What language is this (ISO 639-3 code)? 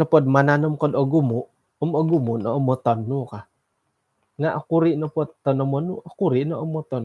dtp